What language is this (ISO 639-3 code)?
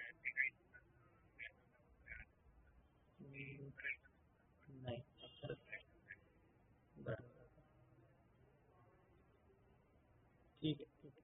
mar